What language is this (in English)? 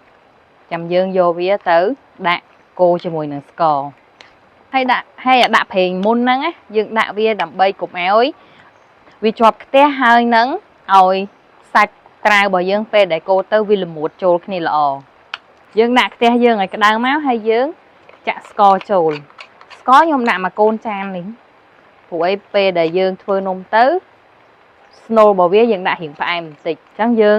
Khmer